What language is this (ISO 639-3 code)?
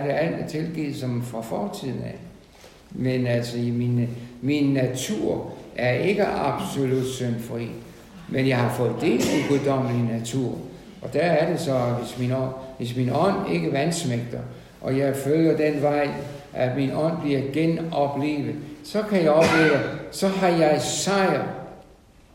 dan